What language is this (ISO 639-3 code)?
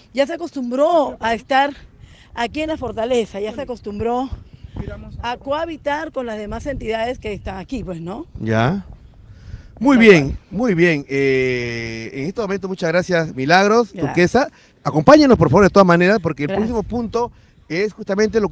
spa